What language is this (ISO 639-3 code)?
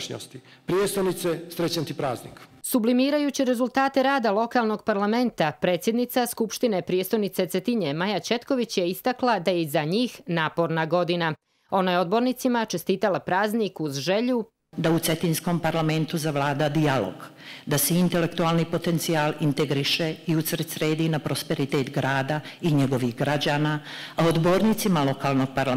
hrv